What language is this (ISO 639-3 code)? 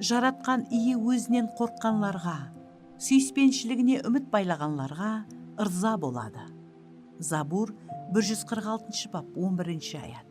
kaa